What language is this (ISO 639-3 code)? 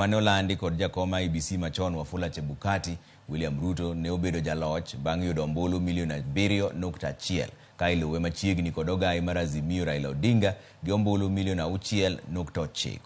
luo